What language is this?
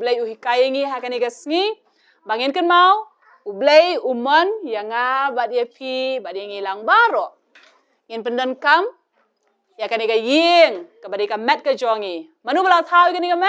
Khasi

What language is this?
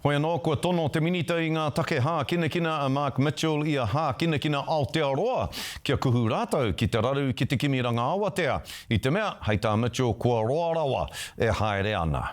Māori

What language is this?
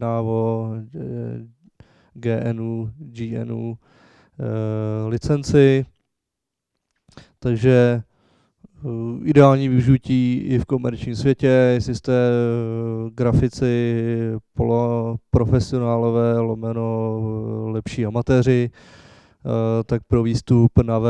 Czech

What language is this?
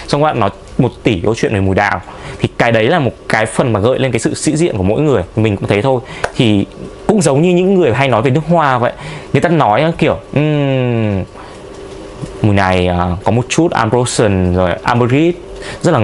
Vietnamese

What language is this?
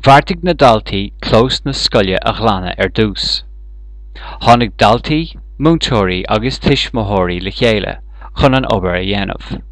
Irish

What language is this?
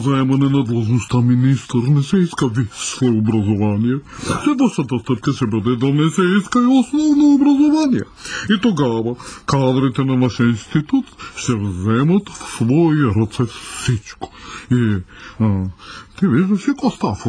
Bulgarian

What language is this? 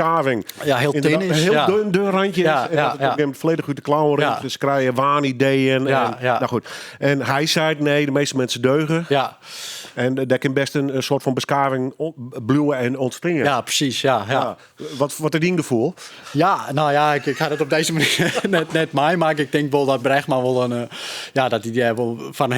Western Frisian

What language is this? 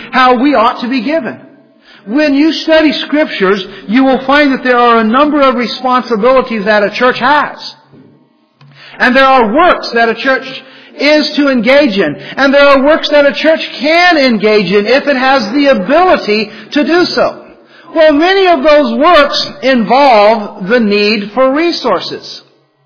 English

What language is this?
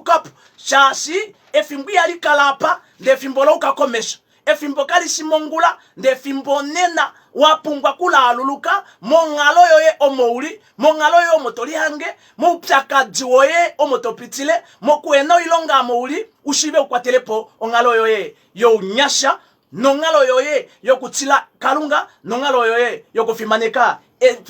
Kuanyama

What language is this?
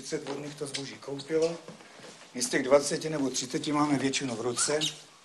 Czech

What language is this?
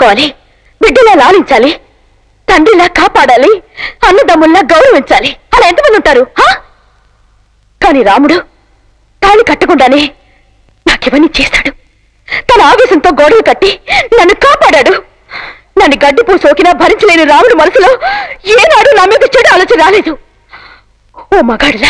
Telugu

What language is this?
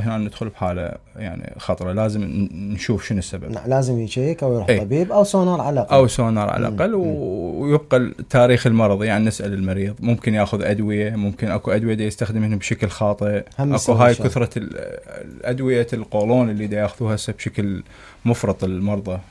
Mesopotamian Arabic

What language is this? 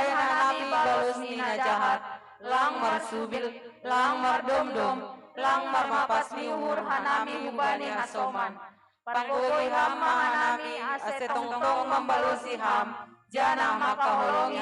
Batak Simalungun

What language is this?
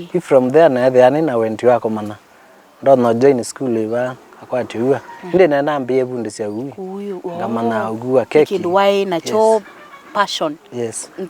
Kamba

